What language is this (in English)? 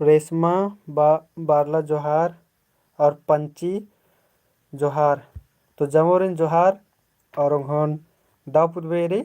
Kurukh